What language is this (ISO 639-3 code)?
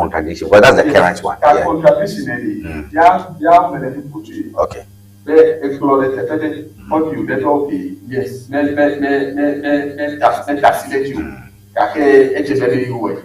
ewe